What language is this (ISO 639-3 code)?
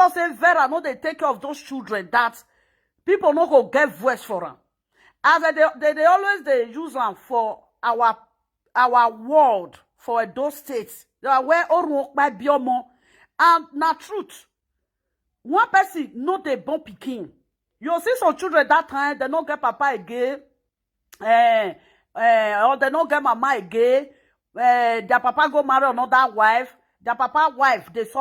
pcm